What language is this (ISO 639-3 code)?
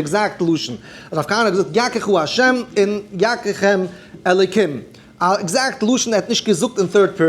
yid